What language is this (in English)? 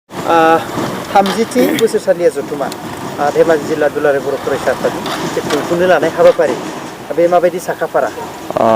Bodo